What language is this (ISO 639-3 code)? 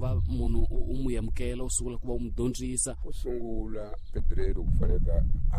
tso